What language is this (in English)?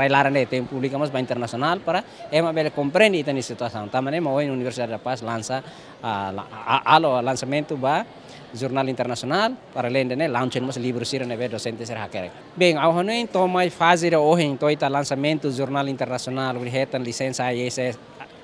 Tetum